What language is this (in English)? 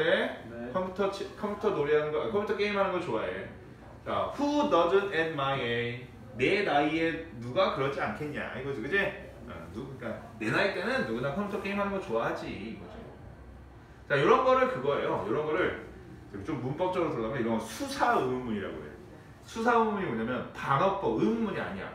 Korean